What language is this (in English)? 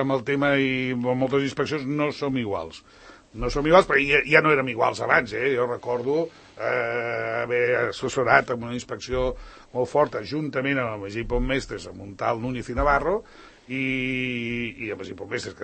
Catalan